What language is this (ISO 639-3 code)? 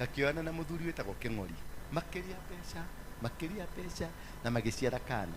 kik